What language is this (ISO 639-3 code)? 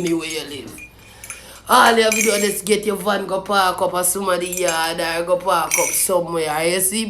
jam